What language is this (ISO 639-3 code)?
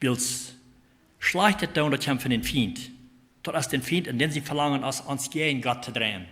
pdt